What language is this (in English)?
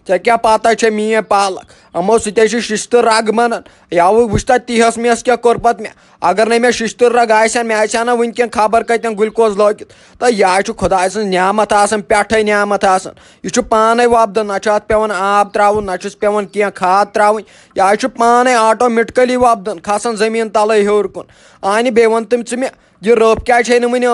Kashmiri